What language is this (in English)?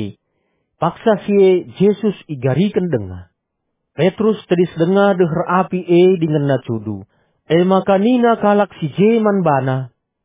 Batak Karo